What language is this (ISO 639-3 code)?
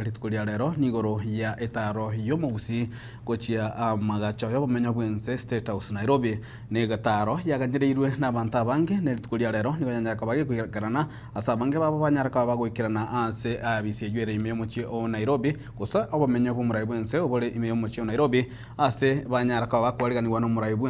guz